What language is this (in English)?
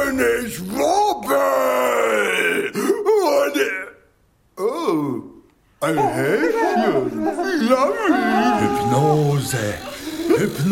German